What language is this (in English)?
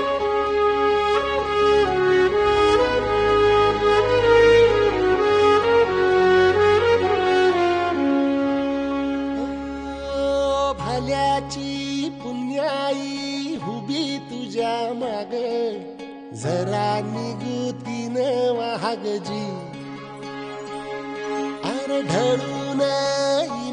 Marathi